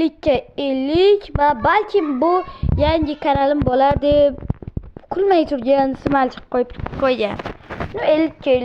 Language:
Uzbek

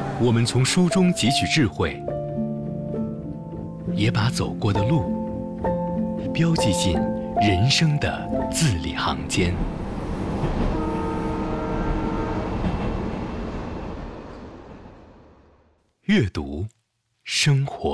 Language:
Chinese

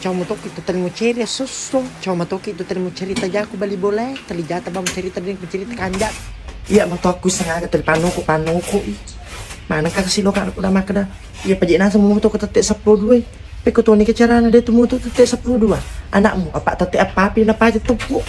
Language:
Buginese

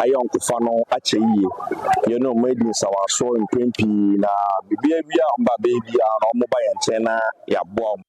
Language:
Akan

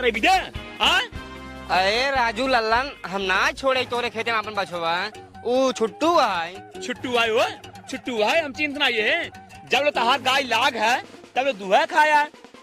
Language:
Awadhi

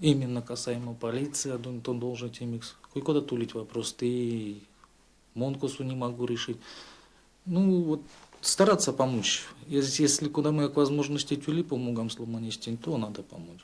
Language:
Erzya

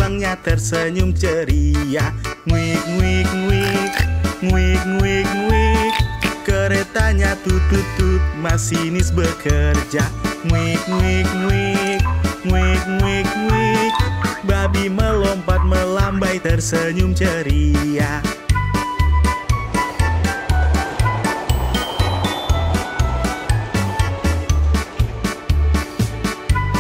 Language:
Indonesian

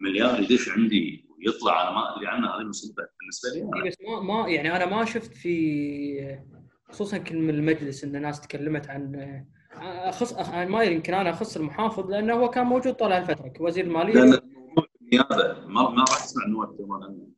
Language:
Gulf Arabic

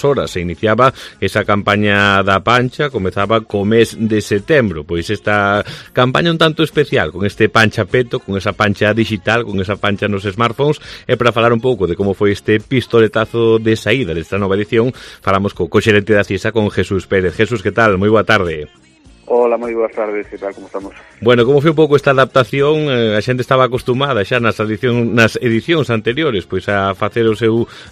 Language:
Galician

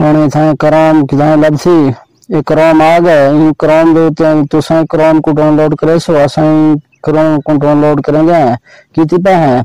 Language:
Saraiki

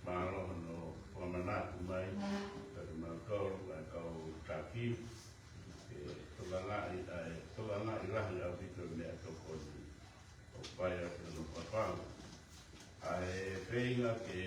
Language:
Tongan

